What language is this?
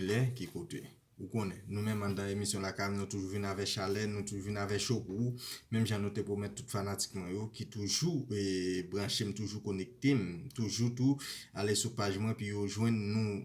Haitian Creole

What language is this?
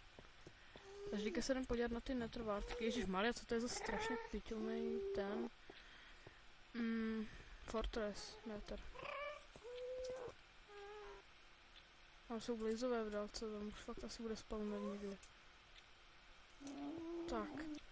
Czech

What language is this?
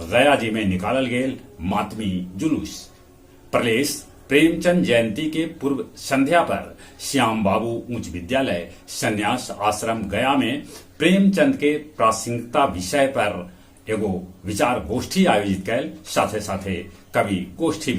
Magahi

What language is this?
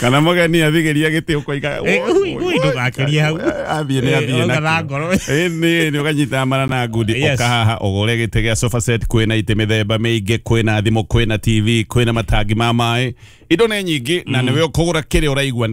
Kikuyu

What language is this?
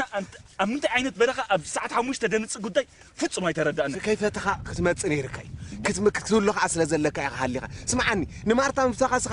Tigrinya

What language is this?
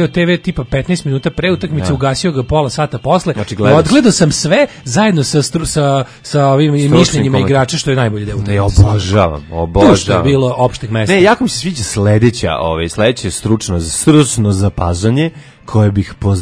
Serbian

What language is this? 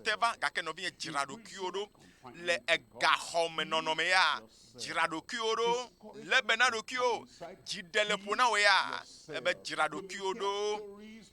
Ewe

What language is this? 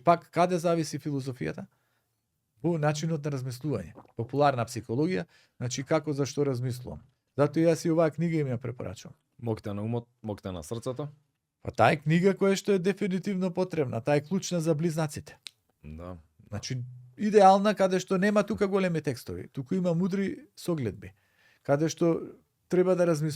Macedonian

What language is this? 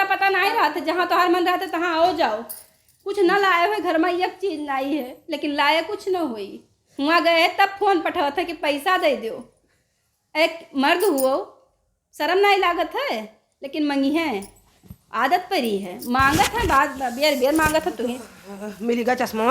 Awadhi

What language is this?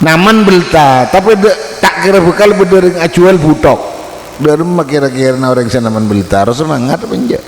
Madurese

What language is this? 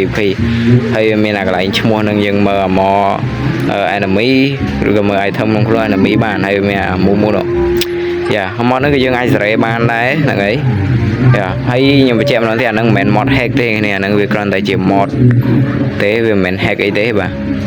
Khmer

